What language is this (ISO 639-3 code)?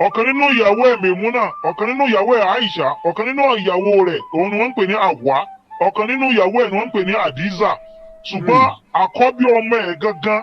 yor